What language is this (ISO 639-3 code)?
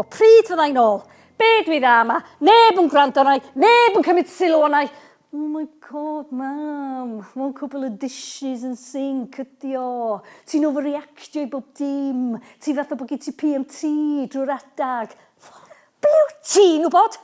cym